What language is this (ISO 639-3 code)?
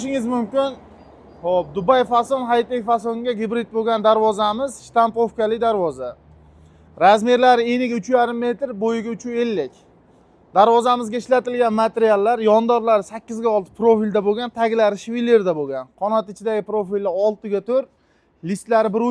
uzb